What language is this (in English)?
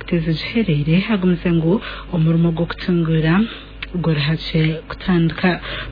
Nyankole